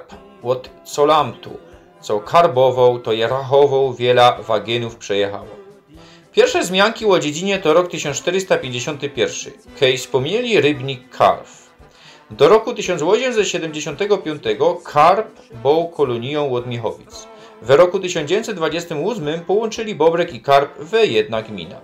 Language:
Silesian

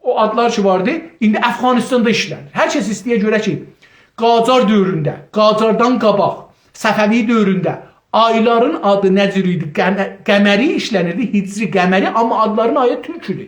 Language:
South Azerbaijani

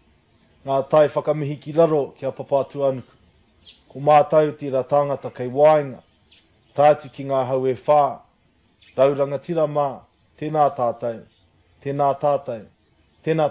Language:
Māori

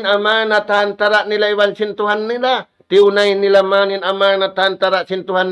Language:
Tausug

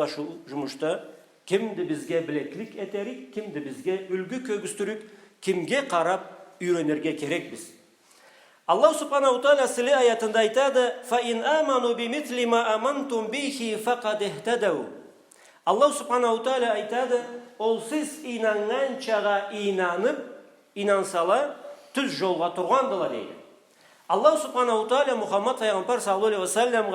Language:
Karachay-Balkar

